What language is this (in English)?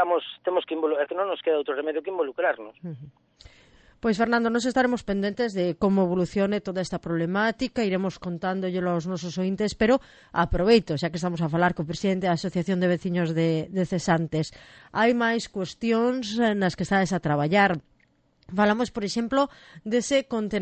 Galician